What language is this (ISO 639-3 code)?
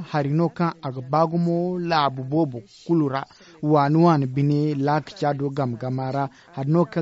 dje